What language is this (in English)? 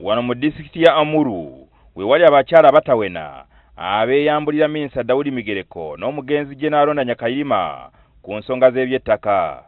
Ganda